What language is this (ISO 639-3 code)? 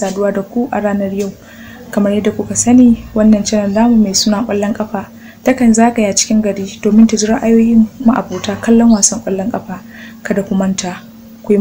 hau